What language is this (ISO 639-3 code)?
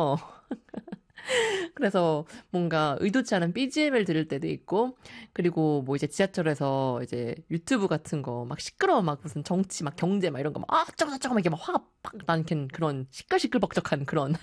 kor